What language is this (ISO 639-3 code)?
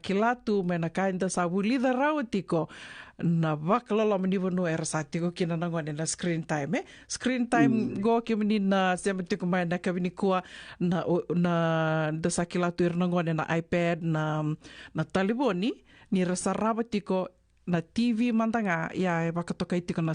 fij